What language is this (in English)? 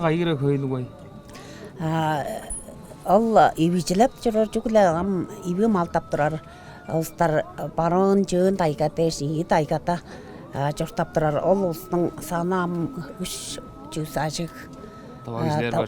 Tuvinian